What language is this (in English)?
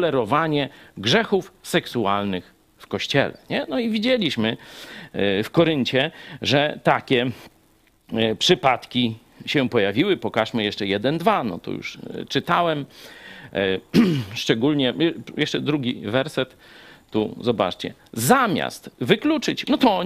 Polish